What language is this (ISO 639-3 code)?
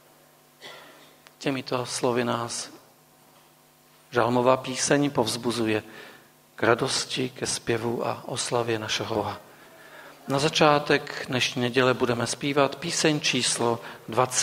ces